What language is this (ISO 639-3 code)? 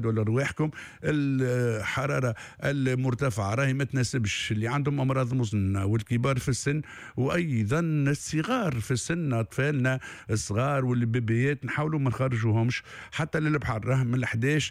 aeb